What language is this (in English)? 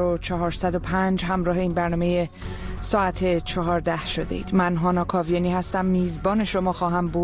Persian